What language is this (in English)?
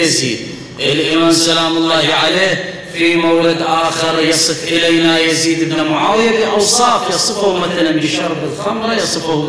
Arabic